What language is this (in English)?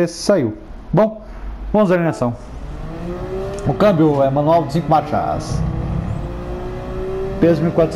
Portuguese